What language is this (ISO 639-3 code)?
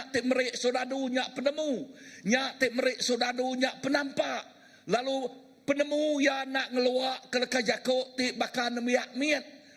iba